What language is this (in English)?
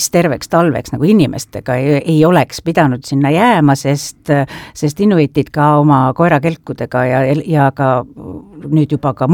Estonian